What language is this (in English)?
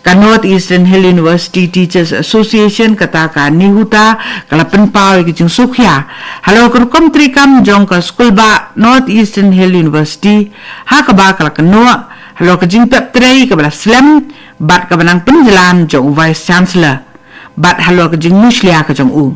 Khasi